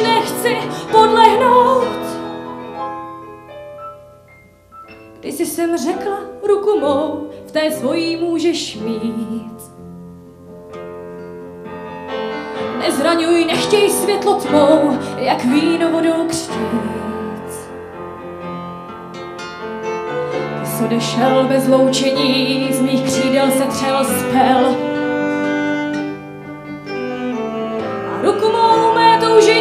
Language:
Czech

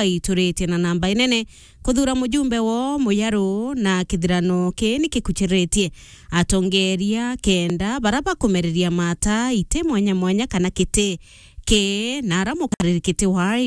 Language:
Meru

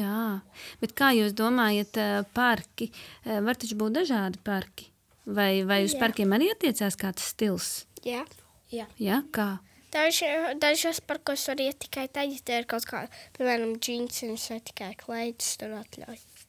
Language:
Latvian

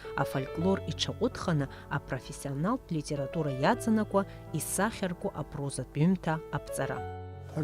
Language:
Abkhazian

